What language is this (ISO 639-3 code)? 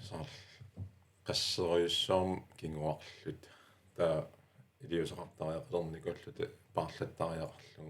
kal